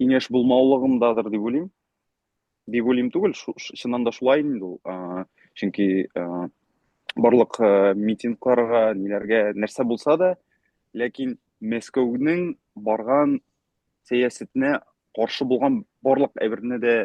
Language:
Bashkir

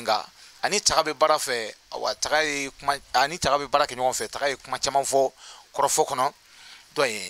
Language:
Bambara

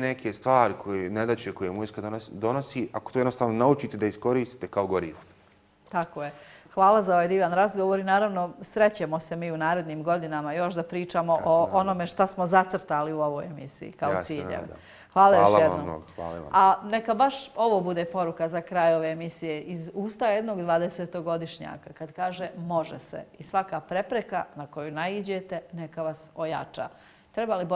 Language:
Bosnian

